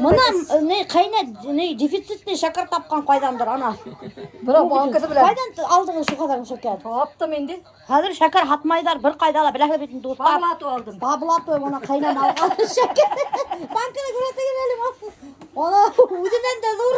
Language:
Bashkir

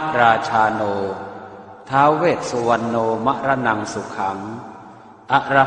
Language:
Pali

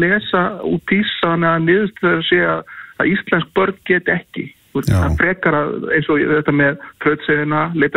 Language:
Icelandic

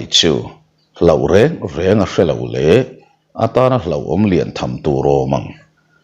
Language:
Mizo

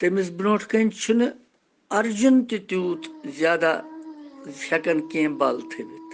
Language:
Kashmiri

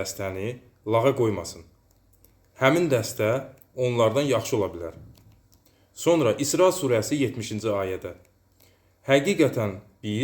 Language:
Azerbaijani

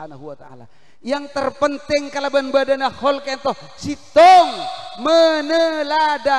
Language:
Madurese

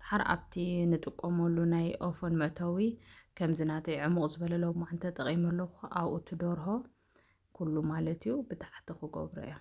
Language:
Tigrinya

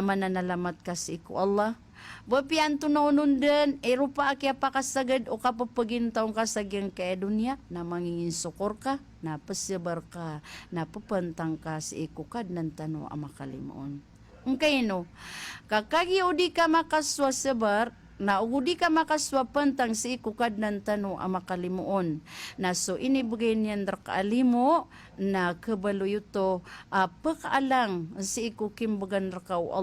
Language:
Maranao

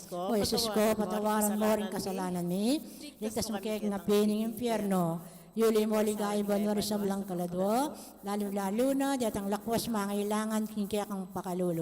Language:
Pampanga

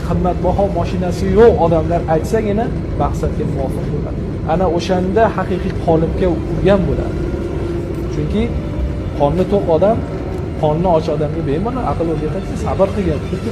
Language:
Uzbek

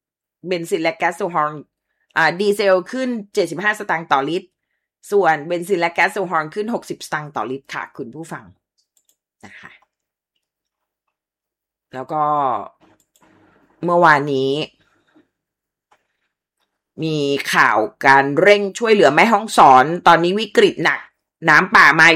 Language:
Thai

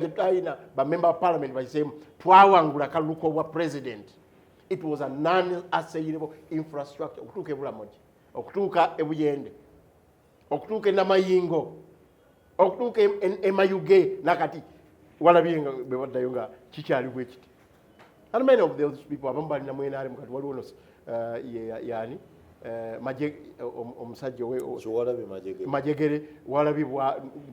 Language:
Ganda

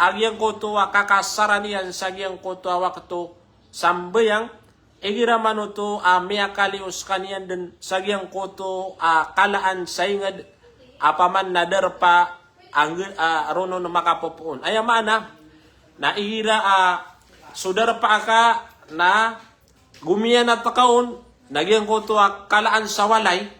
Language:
Maranao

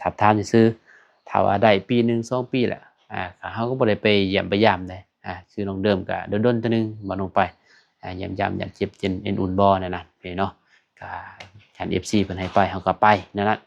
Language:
Lao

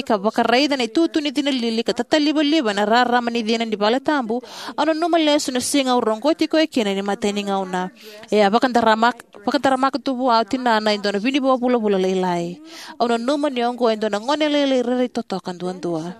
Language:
Fijian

